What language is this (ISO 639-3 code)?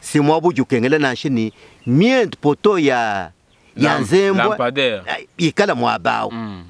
lua